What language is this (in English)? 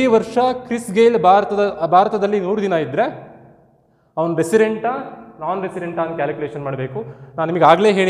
Kannada